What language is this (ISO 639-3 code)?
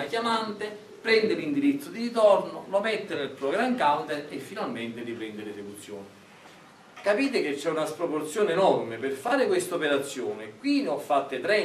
ita